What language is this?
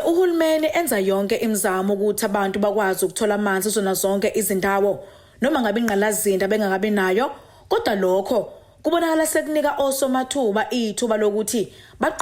Zulu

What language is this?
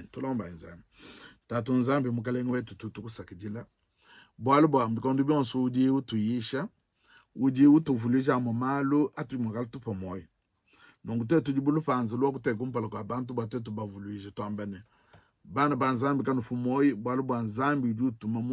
Luba-Lulua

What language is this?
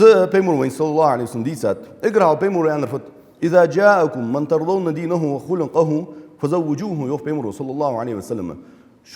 Ingush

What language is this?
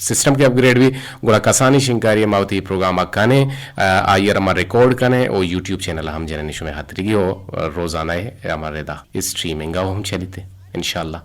Eastern Balochi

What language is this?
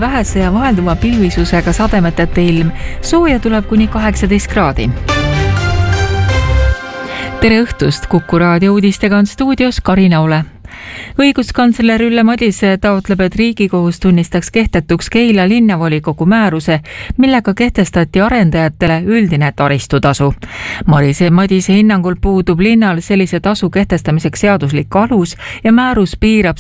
Estonian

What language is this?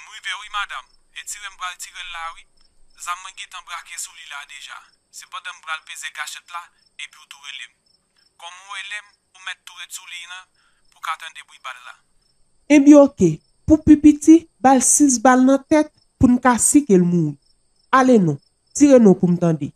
Haitian Creole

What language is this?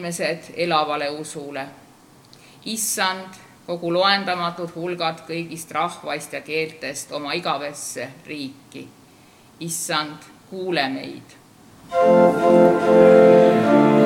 Estonian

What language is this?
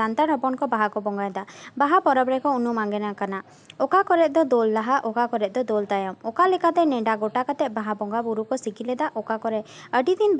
Santali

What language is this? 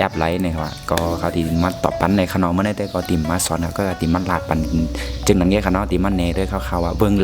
Shan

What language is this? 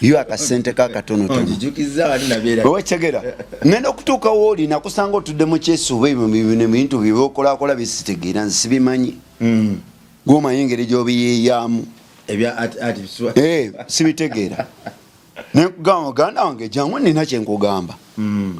Ganda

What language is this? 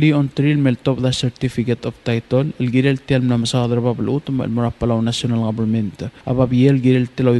Palauan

